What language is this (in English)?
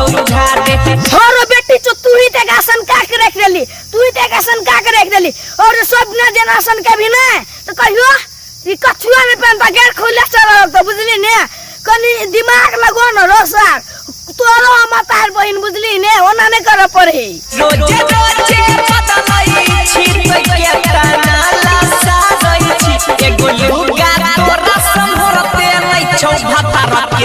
Maithili